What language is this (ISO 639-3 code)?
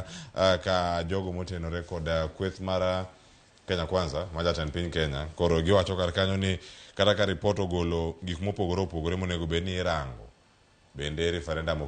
luo